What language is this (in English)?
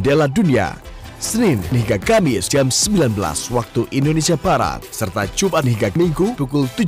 Indonesian